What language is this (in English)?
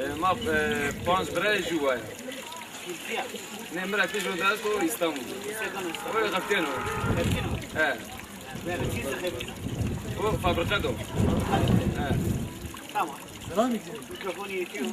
Zaza